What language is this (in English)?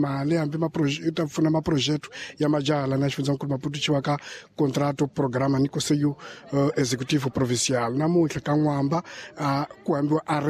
Tsonga